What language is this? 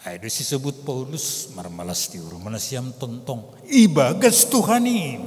Batak Simalungun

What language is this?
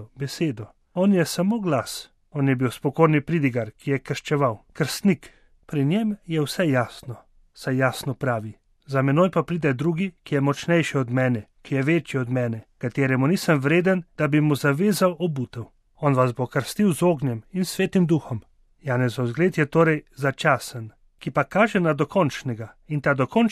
Slovenian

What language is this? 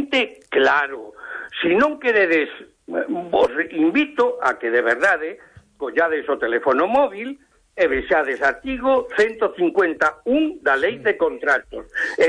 Galician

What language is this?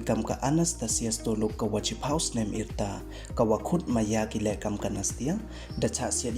Pnar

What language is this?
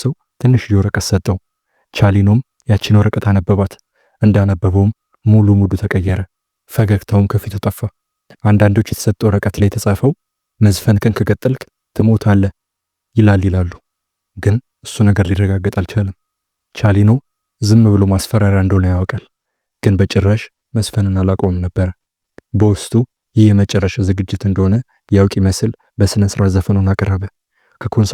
Amharic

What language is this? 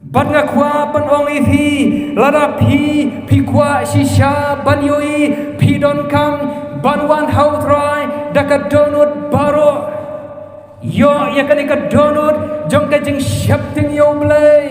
Khasi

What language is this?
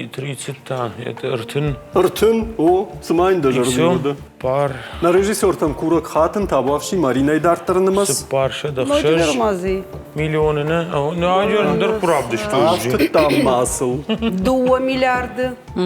Ossetic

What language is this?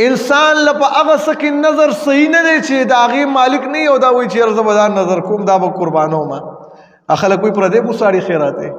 Pashto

